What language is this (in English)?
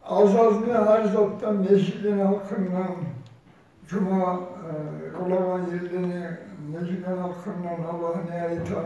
Kumyk